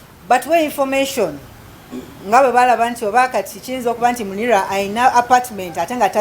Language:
Ganda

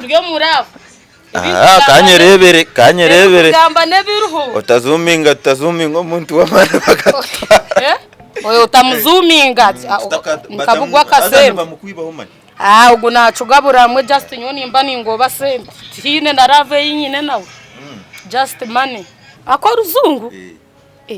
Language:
Nyankole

